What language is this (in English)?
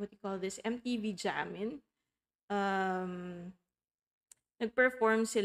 Filipino